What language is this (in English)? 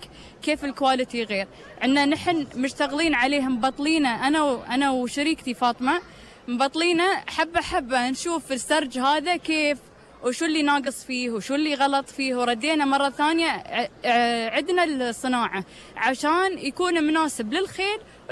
Gulf Arabic